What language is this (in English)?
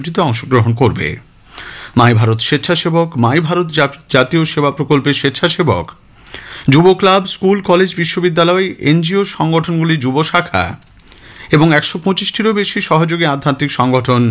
Bangla